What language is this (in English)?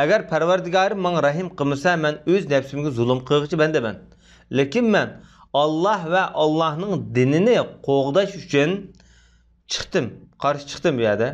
Uyghur